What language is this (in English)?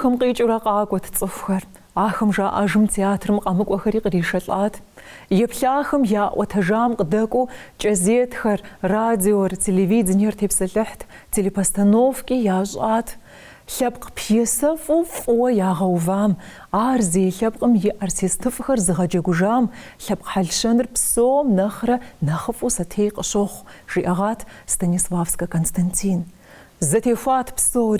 Kabardian